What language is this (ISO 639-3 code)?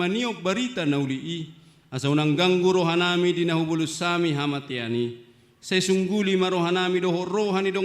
bbc